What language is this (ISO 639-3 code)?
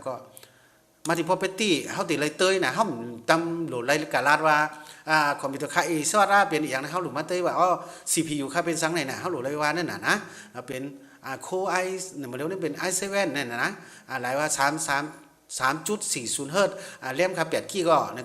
shn